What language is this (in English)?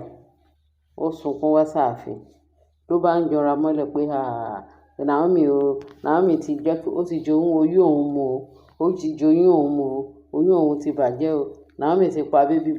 Yoruba